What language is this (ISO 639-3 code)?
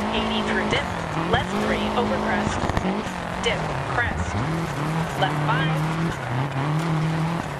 eng